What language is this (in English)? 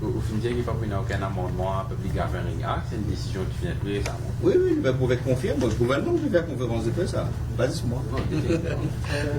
Morisyen